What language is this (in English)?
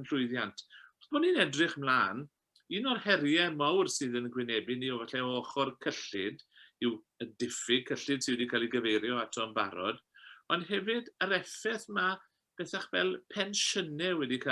Welsh